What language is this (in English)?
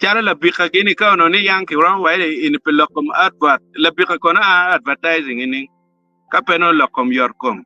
Acoli